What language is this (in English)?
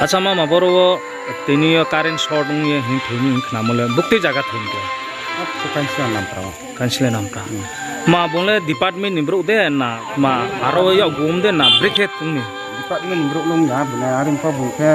Riang (India)